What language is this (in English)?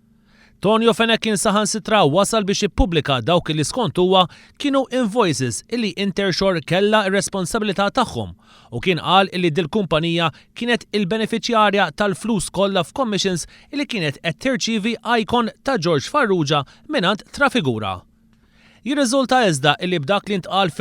Maltese